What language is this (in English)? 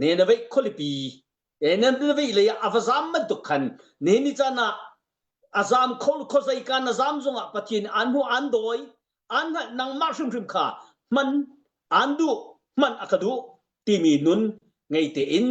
Hakha Chin